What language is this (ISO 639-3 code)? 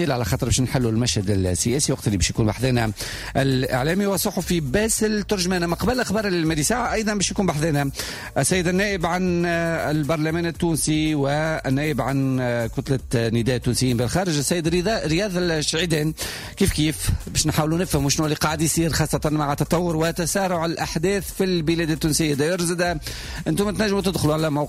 aeb